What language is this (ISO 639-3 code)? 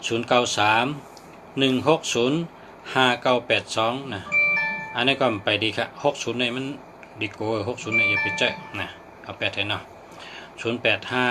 shn